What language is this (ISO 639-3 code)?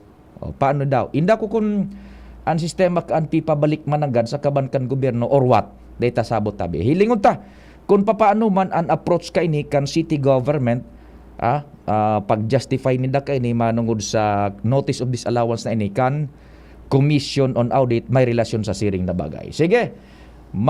bik